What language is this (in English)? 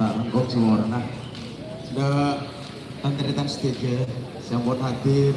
Madurese